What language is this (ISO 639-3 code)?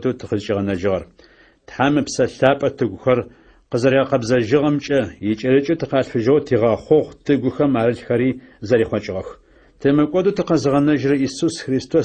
ady